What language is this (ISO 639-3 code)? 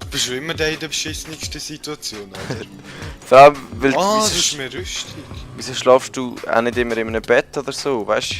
gsw